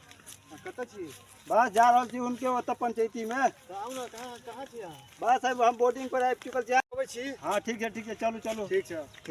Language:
Maithili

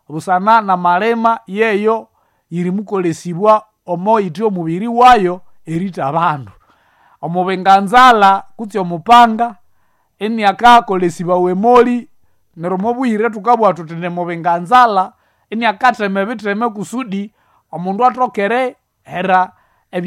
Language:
Nande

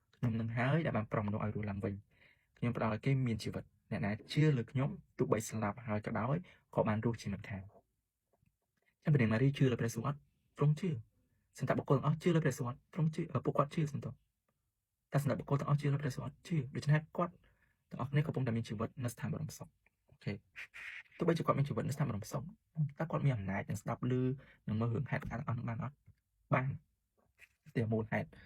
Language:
Khmer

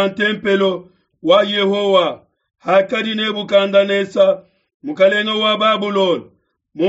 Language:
Luba-Lulua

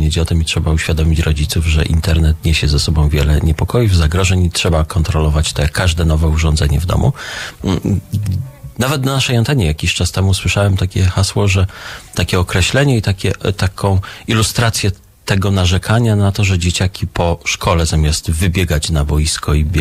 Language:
Polish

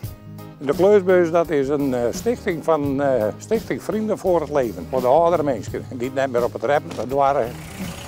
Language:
Western Frisian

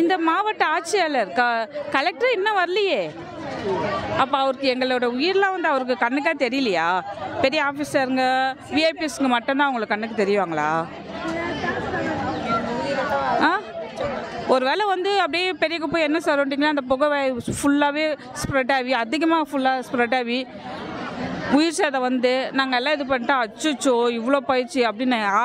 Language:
Tamil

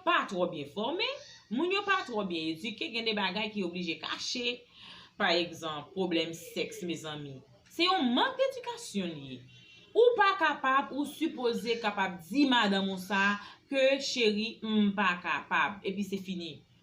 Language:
Haitian Creole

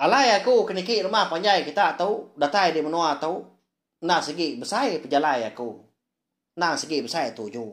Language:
Iban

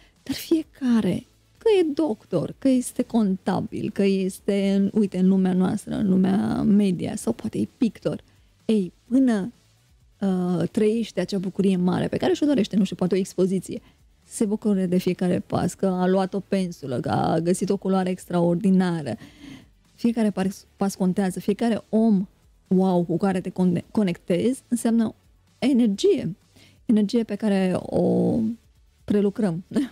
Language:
Romanian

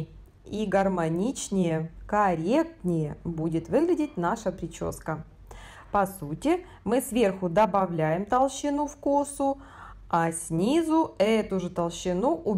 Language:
Russian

